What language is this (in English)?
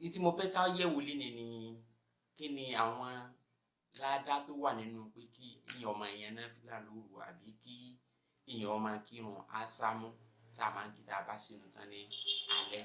Yoruba